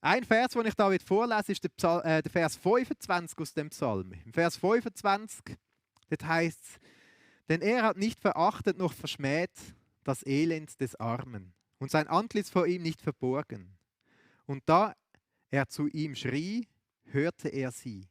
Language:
Swiss German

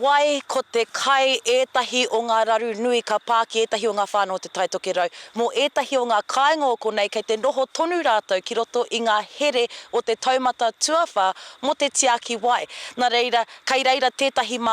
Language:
Māori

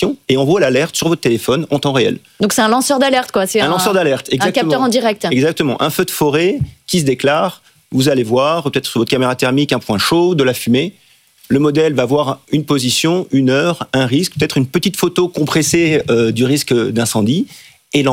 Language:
French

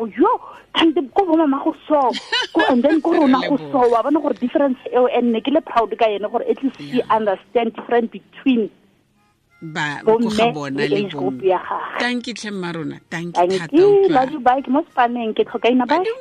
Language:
Tswana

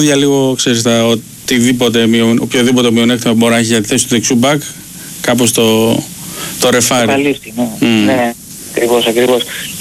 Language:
Greek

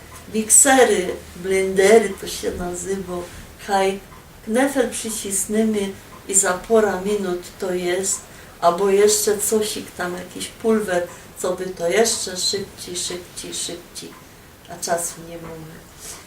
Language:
Silesian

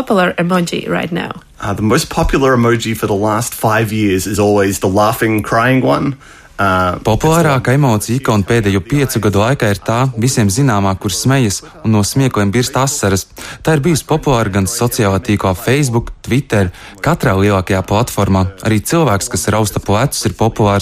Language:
Latvian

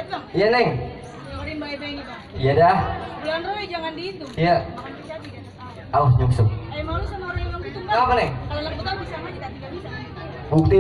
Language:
Betawi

